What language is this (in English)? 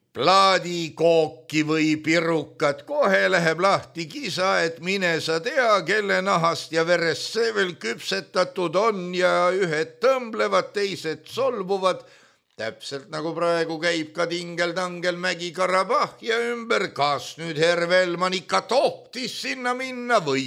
Estonian